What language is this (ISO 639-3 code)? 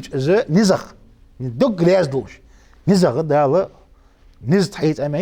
inh